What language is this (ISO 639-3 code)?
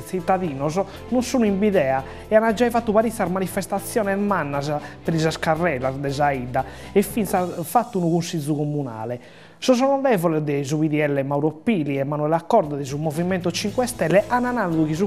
srd